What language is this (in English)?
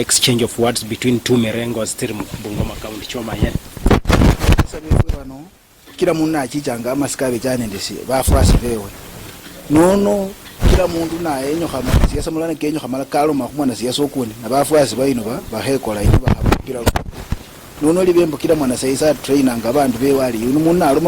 Luyia